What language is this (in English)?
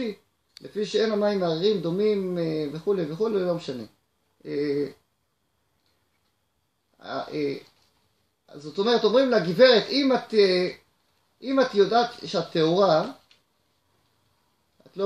Hebrew